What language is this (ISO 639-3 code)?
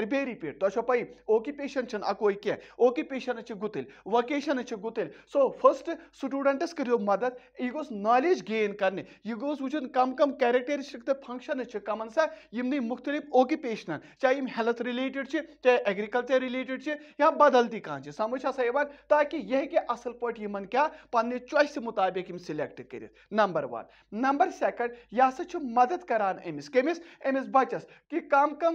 kas